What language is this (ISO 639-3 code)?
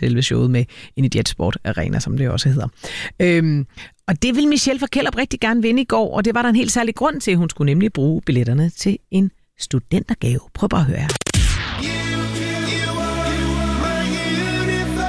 dan